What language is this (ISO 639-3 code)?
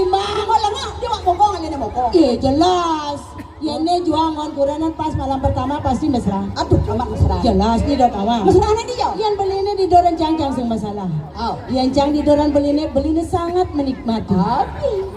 ban